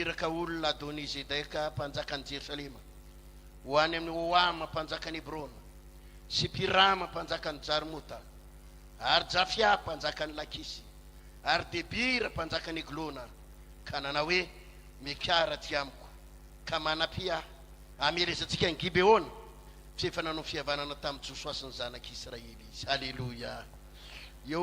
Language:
Malagasy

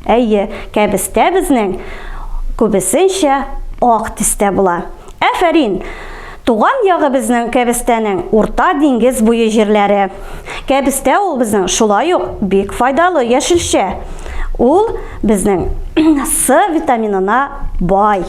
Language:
Tatar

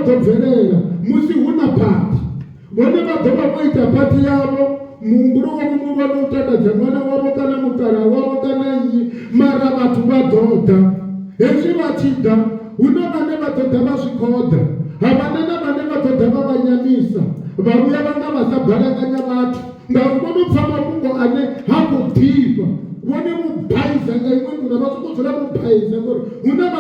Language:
Venda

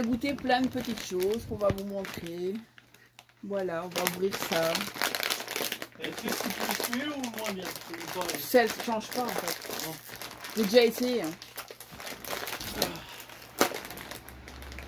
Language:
French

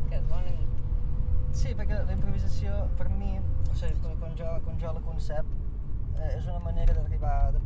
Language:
Catalan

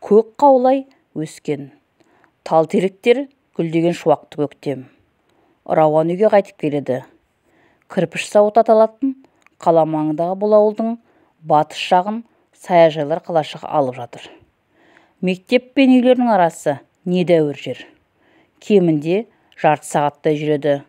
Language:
Kazakh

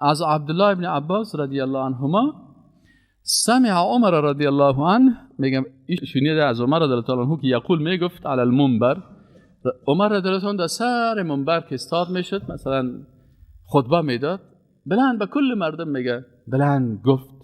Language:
Persian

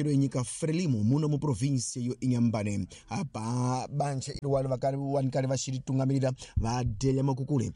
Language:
Tsonga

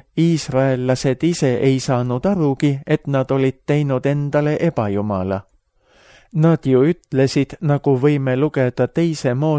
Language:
Estonian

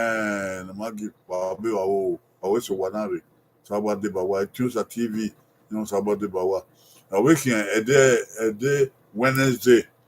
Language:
Bini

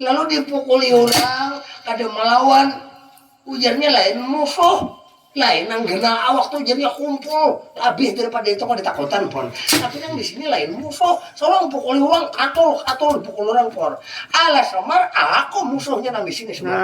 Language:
Banjar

